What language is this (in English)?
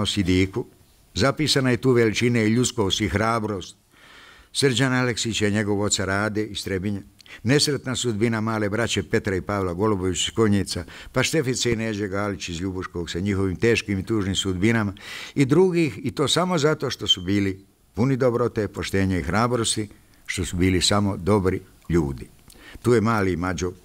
Bosnian